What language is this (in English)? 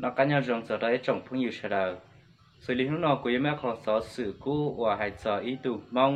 Hmong